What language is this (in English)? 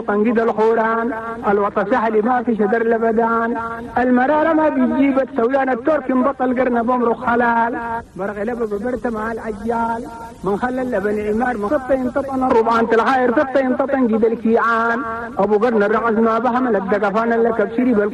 Chadian Arabic